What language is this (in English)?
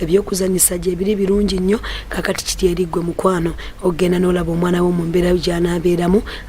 Ganda